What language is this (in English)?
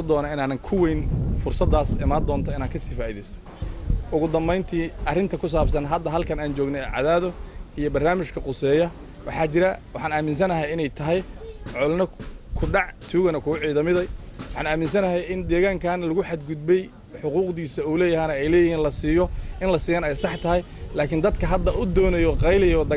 Somali